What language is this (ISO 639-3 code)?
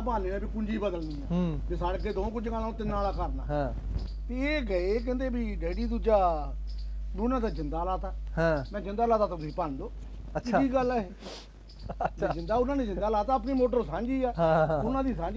pan